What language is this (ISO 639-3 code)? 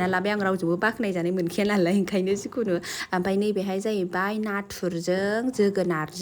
brx